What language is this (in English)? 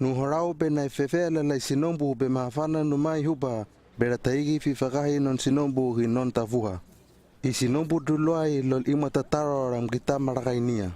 Hano